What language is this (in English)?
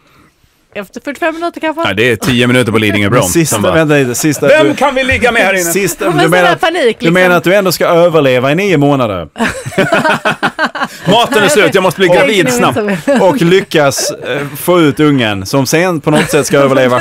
Swedish